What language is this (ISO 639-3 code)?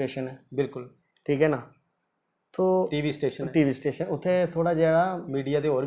doi